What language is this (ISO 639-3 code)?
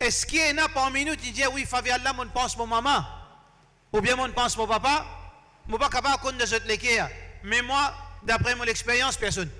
mfe